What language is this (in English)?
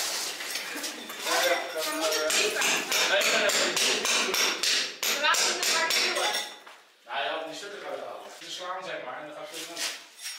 Dutch